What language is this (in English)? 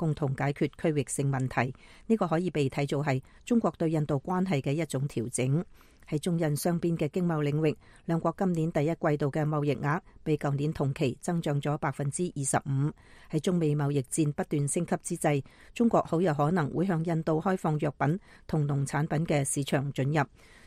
Cantonese